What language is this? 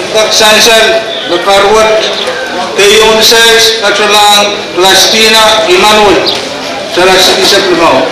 Pohnpeian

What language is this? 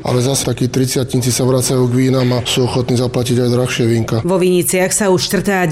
Slovak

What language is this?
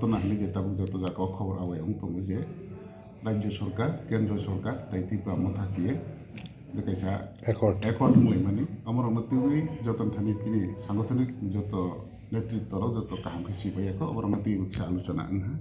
Kok Borok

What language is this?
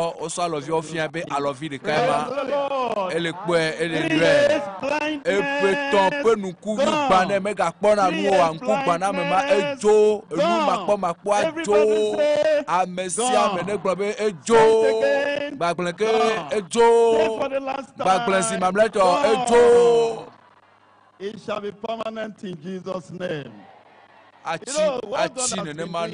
Ewe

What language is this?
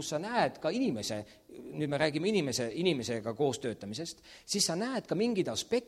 Estonian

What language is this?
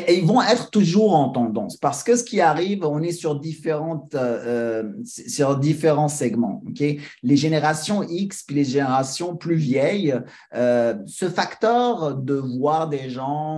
French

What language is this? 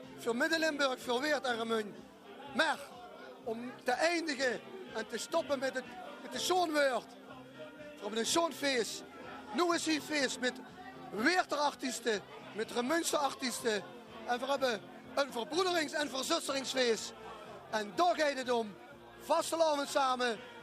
Limburgish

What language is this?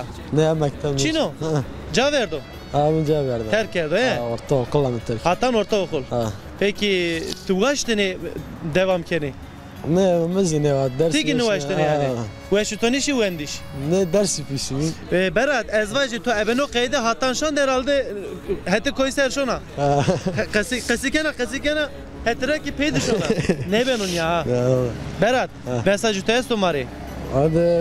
Zaza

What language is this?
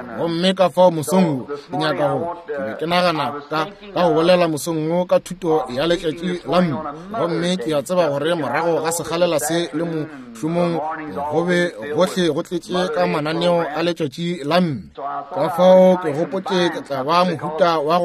Northern Sotho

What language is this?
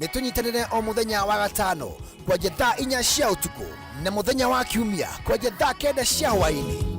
Kikuyu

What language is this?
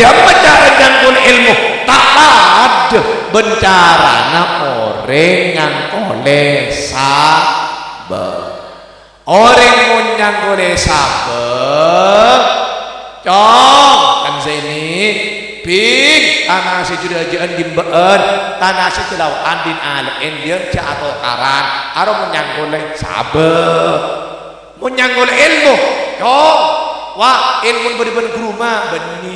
Madurese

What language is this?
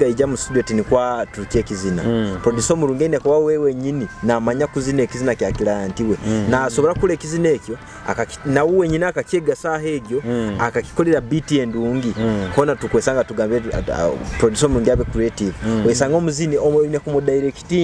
Nyoro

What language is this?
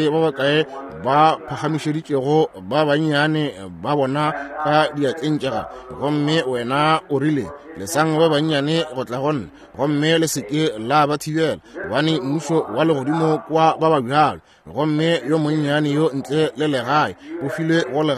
Northern Sotho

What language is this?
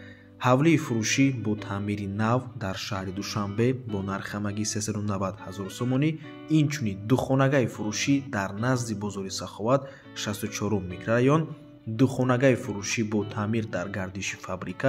Tajik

